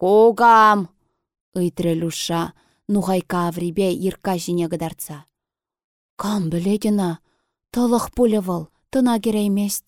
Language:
Chuvash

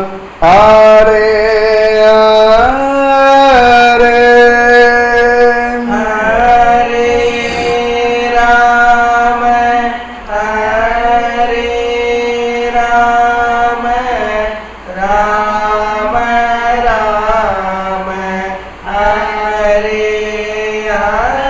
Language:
Tamil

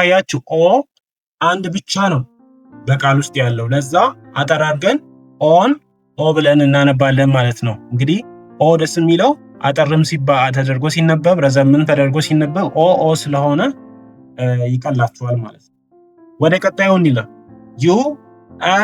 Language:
Amharic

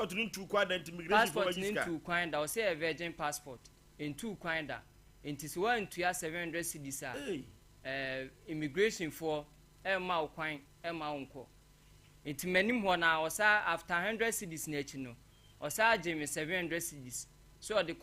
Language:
Akan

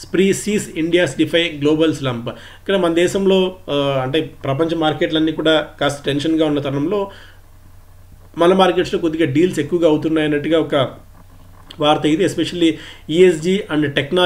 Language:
Telugu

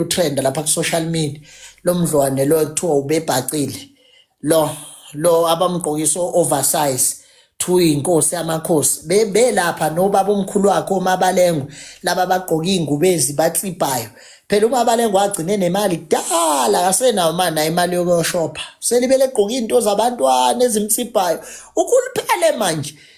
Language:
Zulu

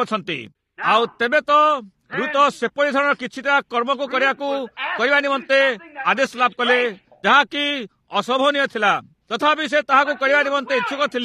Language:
Odia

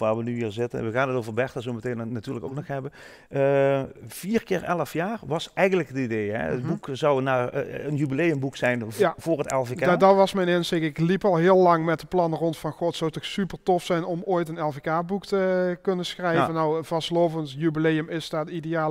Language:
Limburgish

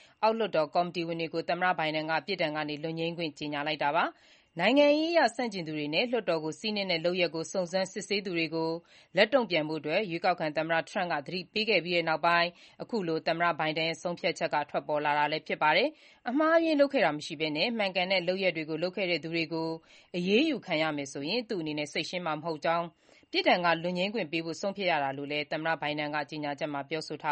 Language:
Burmese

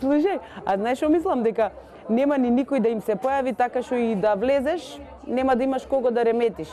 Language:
Macedonian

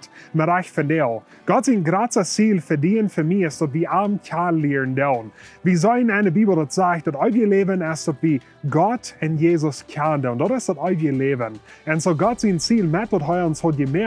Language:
Plautdietsch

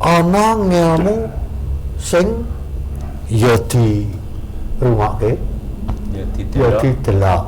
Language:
Javanese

